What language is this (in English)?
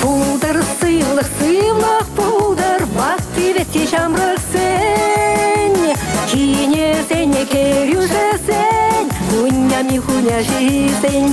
Chuvash